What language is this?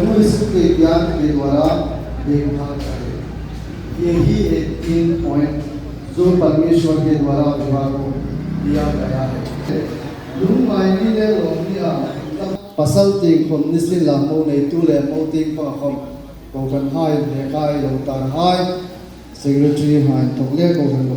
Hmar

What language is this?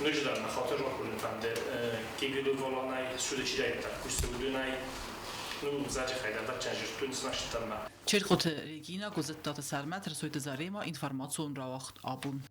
Ossetic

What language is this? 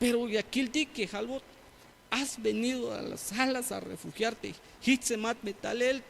Tzeltal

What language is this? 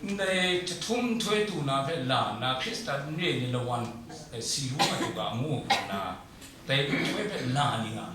Kachin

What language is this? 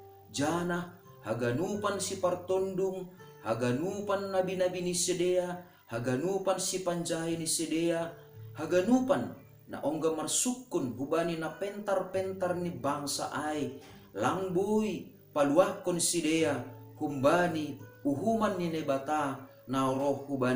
Batak Simalungun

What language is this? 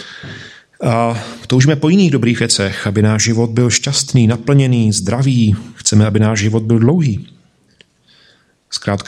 Czech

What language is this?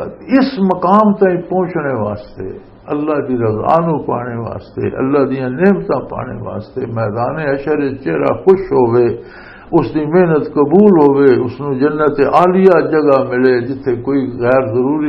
Western Panjabi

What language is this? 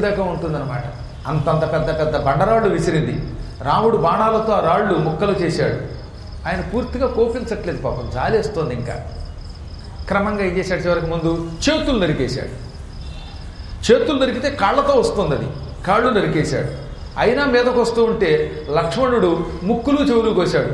Telugu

